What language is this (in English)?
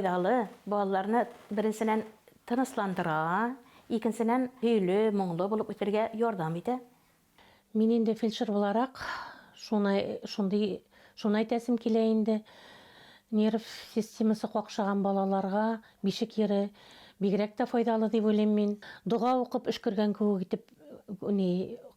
Bashkir